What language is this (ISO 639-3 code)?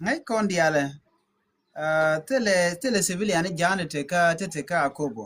nus